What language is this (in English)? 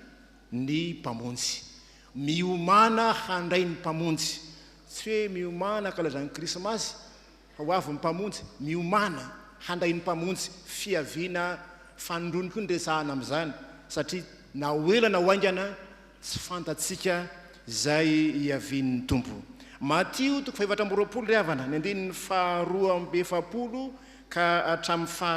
Malagasy